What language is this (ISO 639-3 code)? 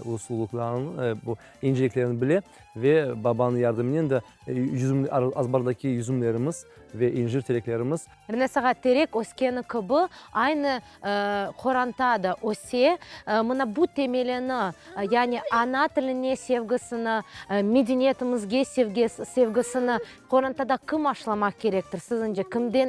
crh